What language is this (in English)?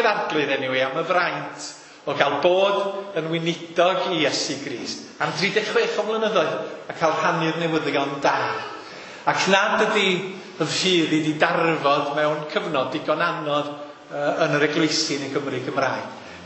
Welsh